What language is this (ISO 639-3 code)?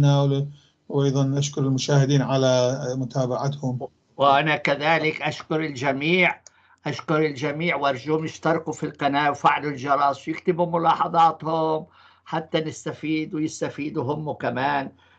apc